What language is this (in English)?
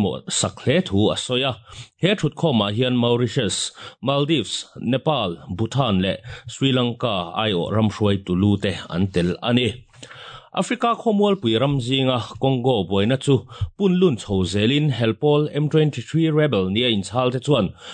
Mizo